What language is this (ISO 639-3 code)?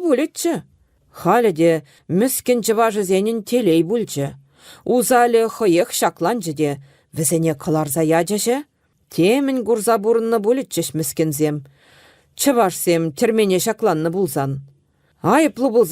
chv